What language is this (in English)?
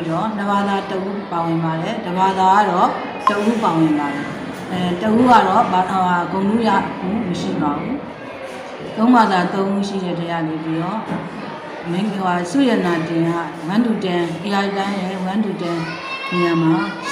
Burmese